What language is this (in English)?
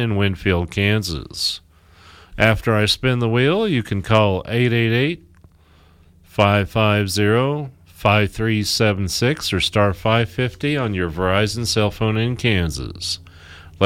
English